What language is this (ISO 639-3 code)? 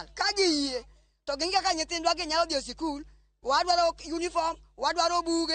luo